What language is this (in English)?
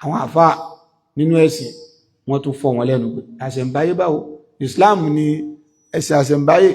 Yoruba